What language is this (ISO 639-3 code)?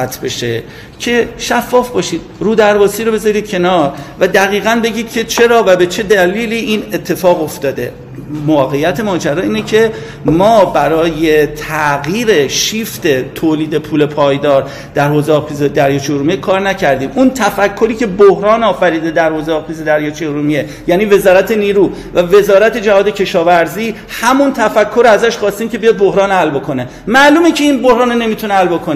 fas